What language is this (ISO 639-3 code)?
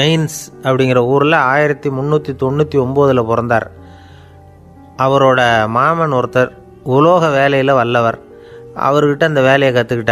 tam